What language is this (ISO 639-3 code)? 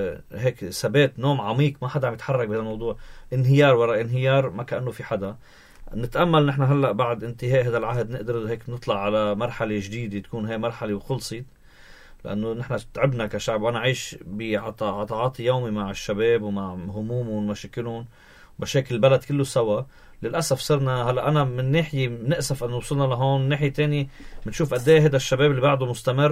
apc